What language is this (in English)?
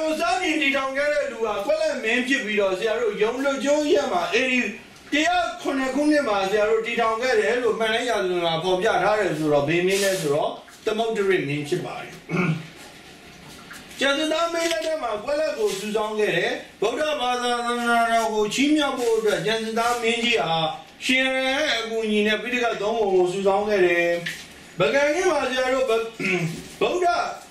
Burmese